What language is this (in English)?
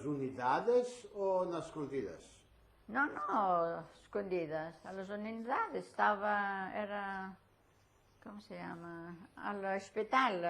Ladino